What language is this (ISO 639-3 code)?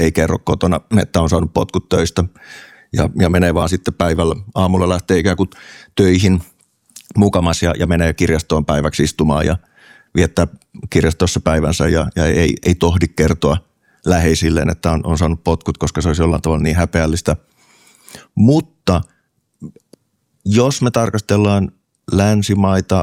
fin